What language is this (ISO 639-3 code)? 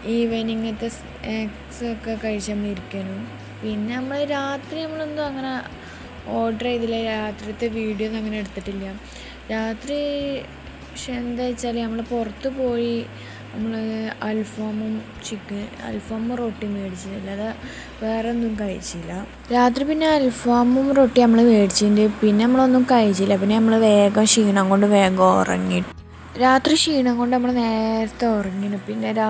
mal